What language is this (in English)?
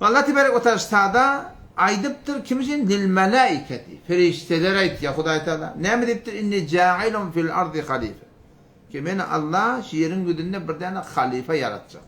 Turkmen